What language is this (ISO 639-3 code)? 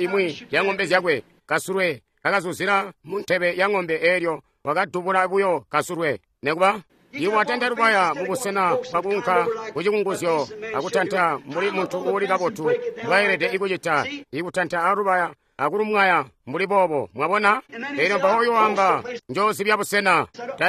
toi